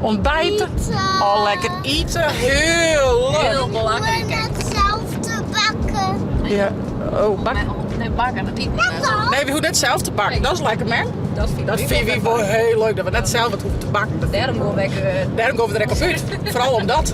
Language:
Western Frisian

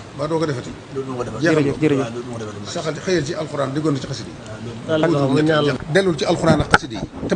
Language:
Wolof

